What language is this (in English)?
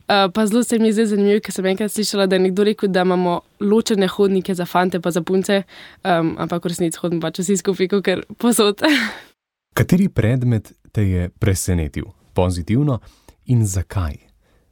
Slovenian